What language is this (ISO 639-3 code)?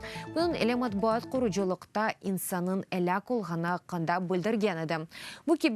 crh